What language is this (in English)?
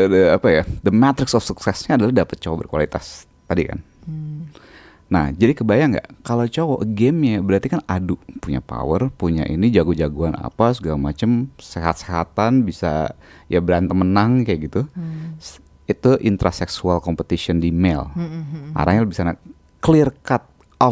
Indonesian